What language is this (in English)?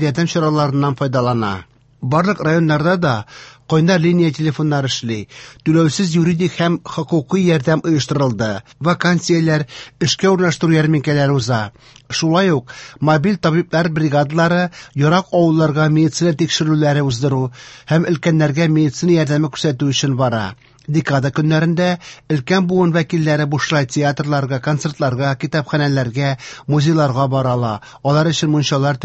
Tatar